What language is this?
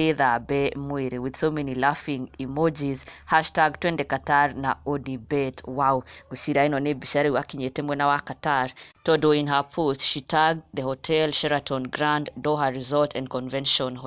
Kikuyu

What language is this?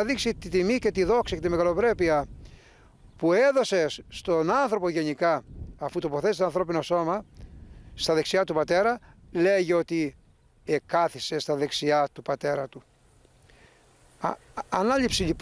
Greek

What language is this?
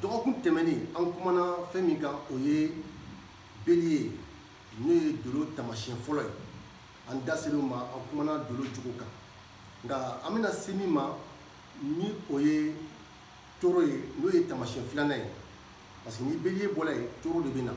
Bambara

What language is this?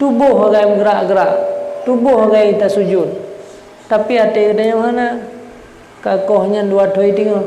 Achinese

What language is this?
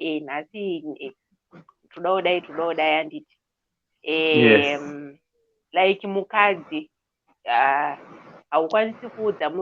Shona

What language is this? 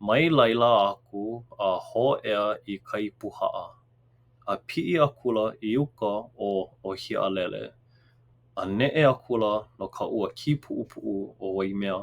Hawaiian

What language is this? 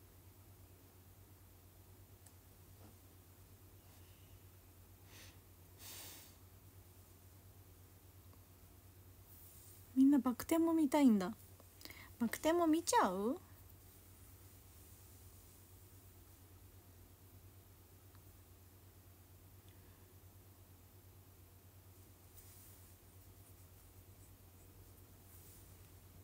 Japanese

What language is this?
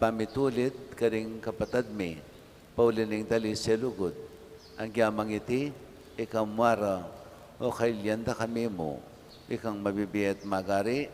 Pampanga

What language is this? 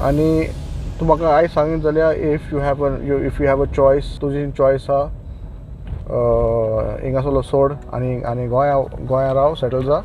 Konkani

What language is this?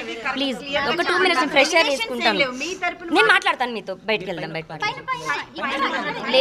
Telugu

